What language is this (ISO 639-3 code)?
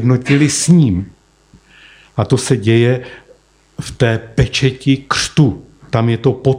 ces